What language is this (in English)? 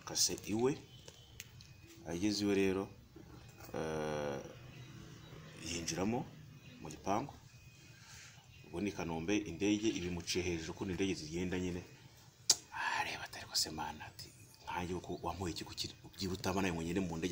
Kinyarwanda